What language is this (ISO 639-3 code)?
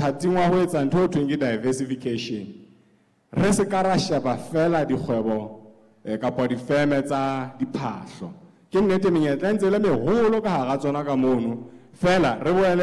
sot